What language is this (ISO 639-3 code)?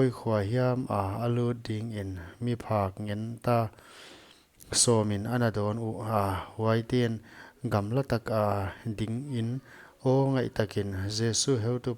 pck